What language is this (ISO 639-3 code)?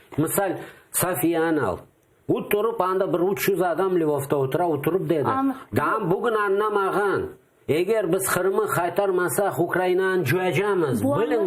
crh